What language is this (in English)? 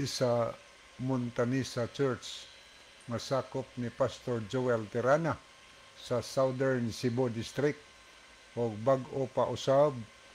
Cebuano